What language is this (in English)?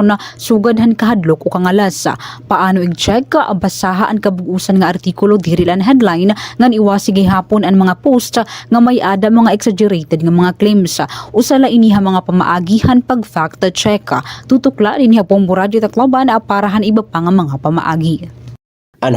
Waray